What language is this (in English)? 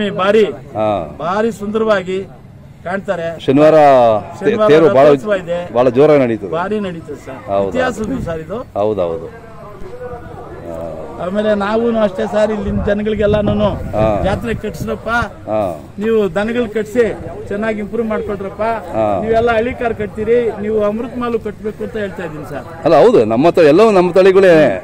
Kannada